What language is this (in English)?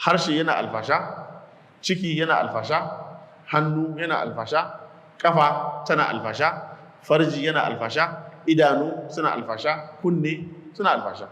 Hausa